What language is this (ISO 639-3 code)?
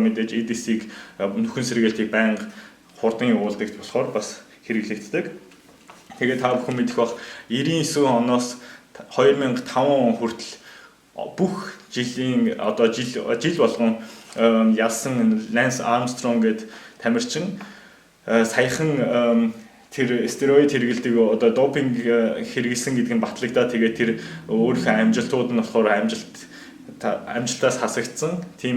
mon